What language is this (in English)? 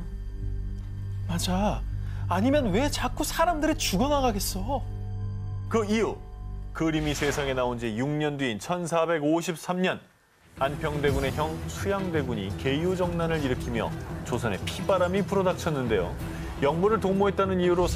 Korean